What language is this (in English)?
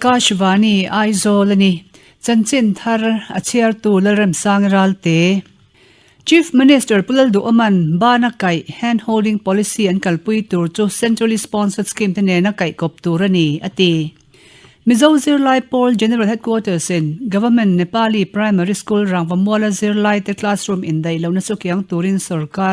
Mizo